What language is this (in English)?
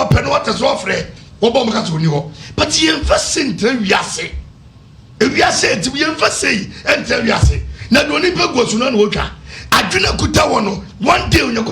Akan